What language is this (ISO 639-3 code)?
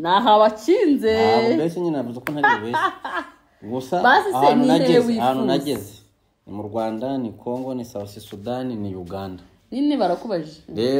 kin